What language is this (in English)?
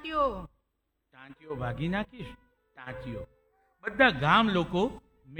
Gujarati